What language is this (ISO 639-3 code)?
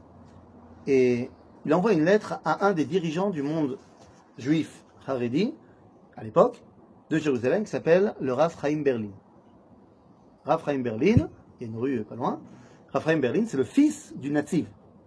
fra